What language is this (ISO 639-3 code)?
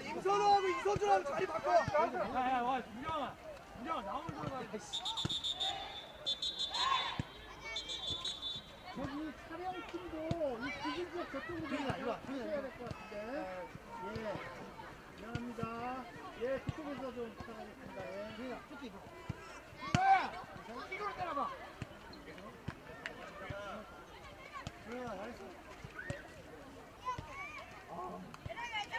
kor